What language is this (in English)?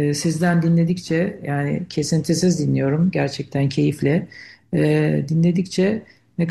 Turkish